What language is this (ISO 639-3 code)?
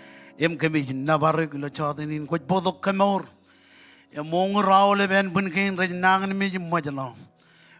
mah